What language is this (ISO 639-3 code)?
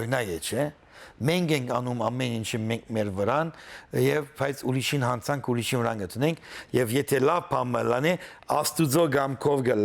hyw